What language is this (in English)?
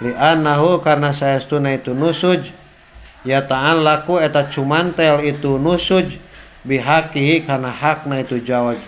Sundanese